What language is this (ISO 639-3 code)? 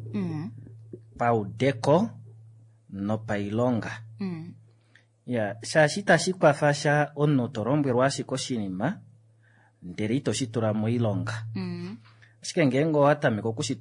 kua